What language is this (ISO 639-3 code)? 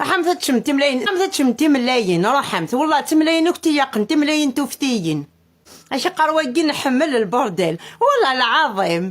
kab